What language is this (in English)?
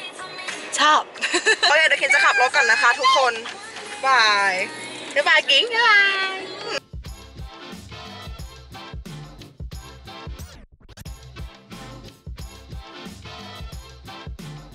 Thai